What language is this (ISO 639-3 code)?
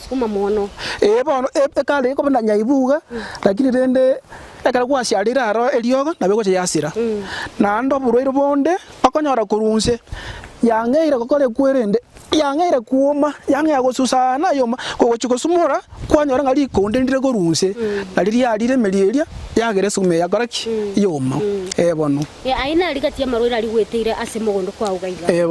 guz